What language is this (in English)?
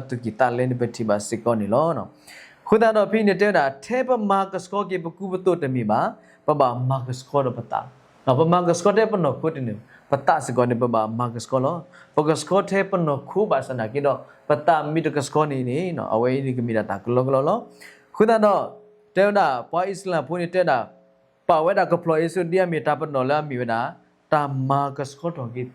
S'gaw Karen